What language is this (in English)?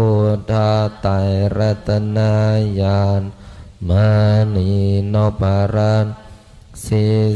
Pali